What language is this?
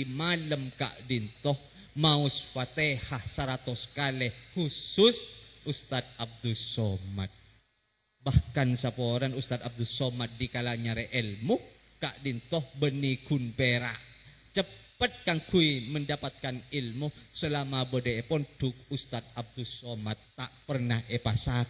Madurese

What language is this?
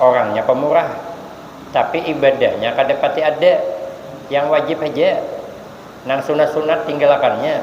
Banjar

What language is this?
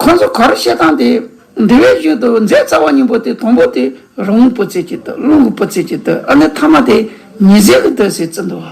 Tibetan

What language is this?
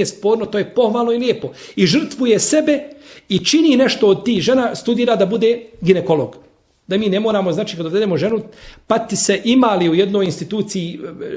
Bosnian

